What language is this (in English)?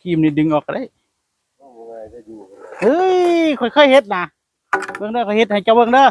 Northeastern Thai